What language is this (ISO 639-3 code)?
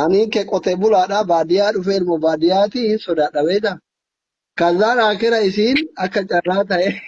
orm